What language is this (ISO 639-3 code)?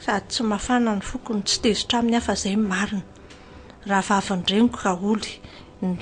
mlg